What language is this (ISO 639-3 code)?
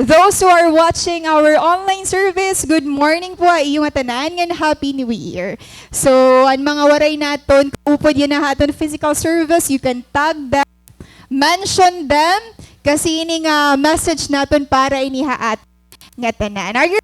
war